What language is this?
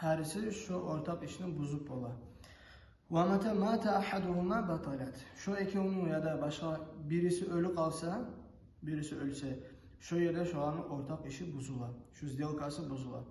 Kumyk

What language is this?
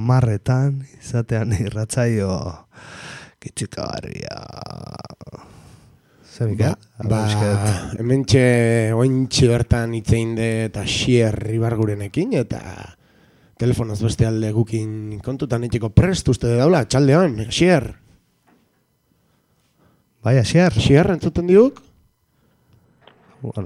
Basque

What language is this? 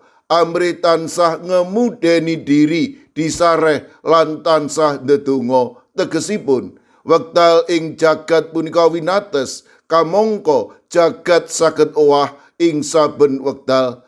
Javanese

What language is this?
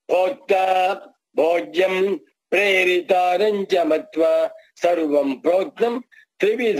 Kannada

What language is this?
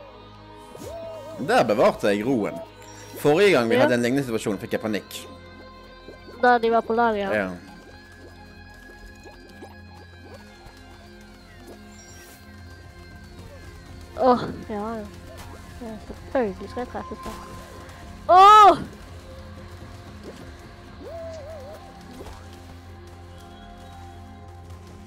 Norwegian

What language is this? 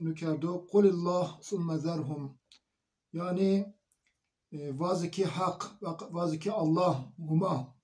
Zaza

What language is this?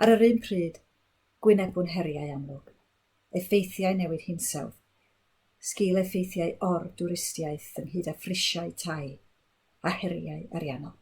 Welsh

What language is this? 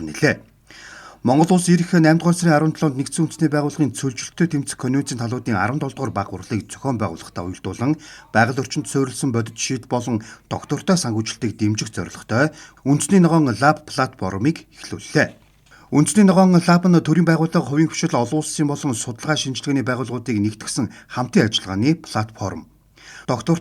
Mongolian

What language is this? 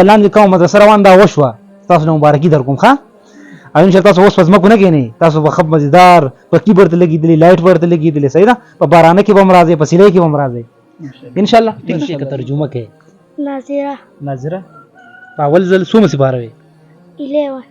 Pashto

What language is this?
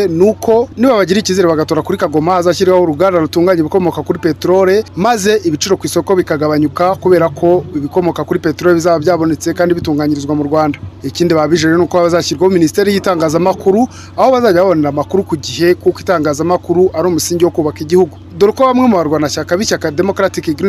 Kinyarwanda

